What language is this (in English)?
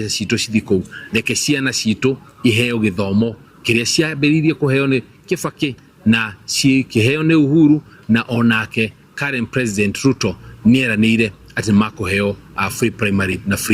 Kikuyu